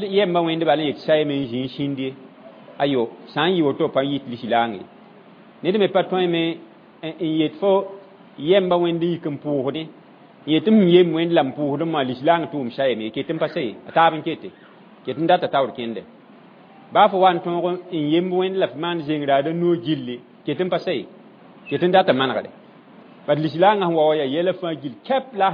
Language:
Mossi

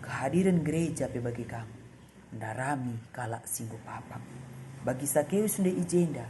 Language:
Batak Karo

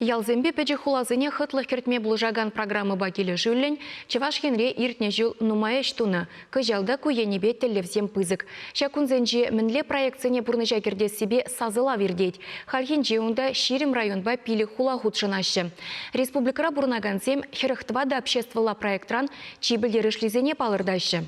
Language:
Chuvash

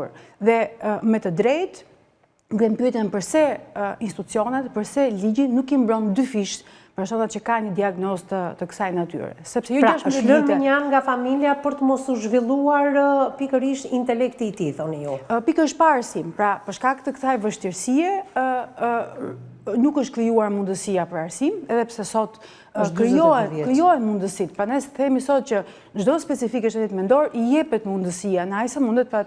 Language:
Albanian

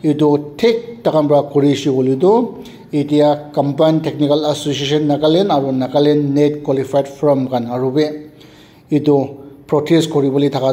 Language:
Naga Pidgin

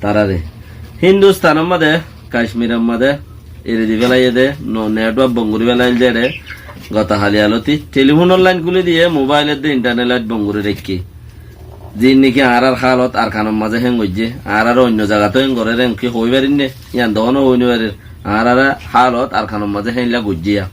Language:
Rohingya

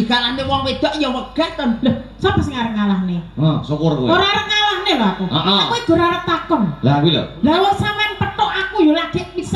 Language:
Javanese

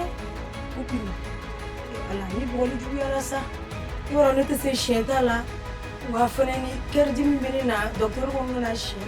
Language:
Bambara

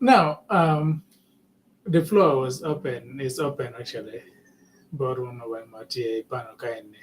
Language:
Acoli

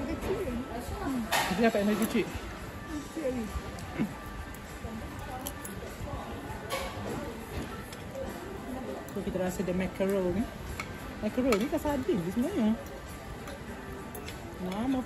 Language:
Malay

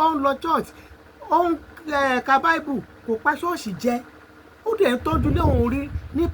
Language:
Yoruba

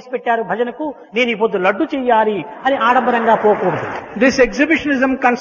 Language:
Telugu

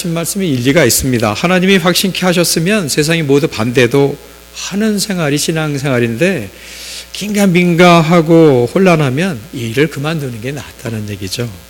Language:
Korean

